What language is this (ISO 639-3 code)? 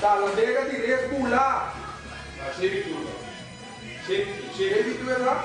pap